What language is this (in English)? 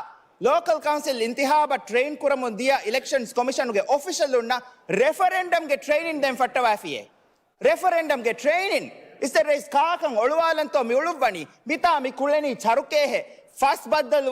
Divehi